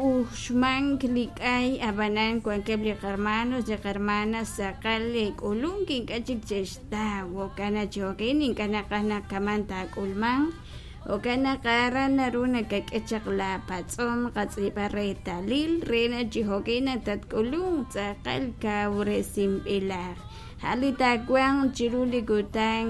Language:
Kekchí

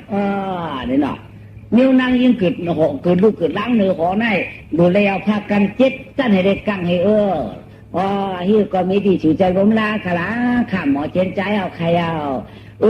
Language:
Shan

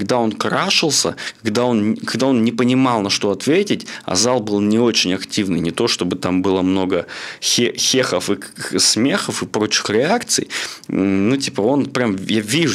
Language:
Russian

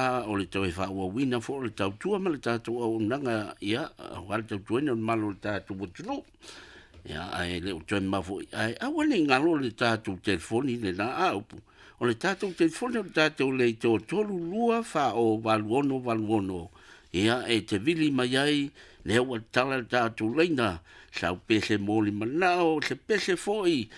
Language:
Samoan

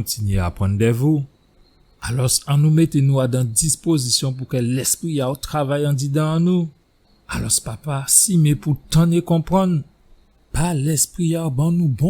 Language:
Guadeloupean Creole French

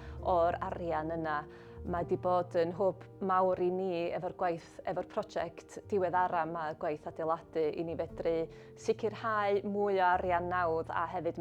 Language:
Welsh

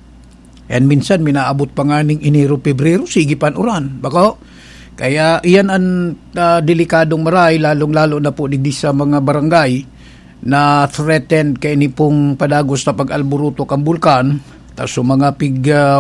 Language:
Bikol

